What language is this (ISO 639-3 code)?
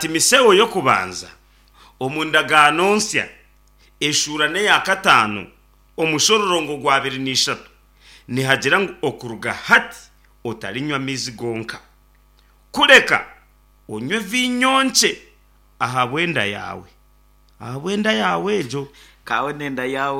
nyn